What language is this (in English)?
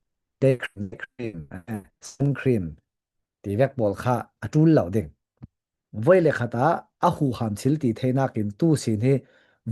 Falam Chin